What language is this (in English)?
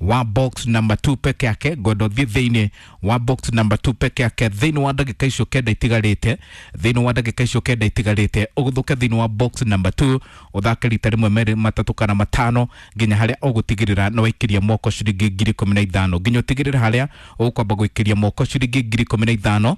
Kikuyu